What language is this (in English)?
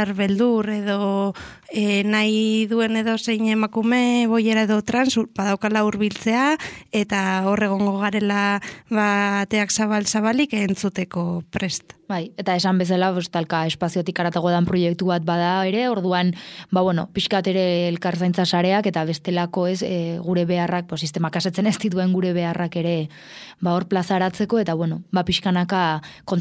Basque